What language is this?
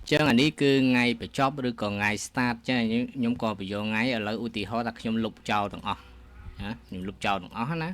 Khmer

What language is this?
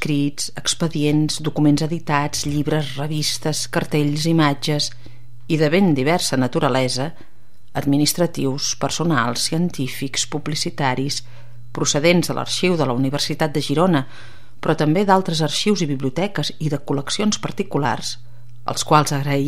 Catalan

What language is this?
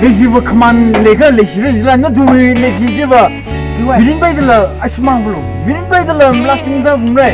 Tangkhul Naga (India)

